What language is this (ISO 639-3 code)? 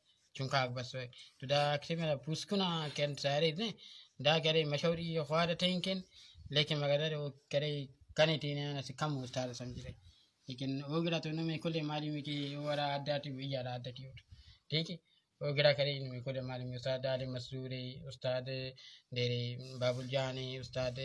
brh